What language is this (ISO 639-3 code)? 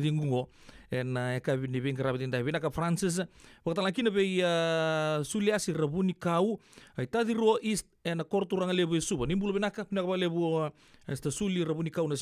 fij